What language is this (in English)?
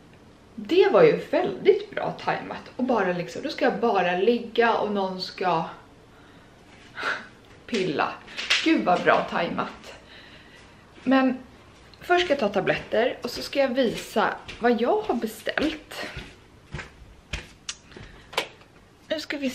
Swedish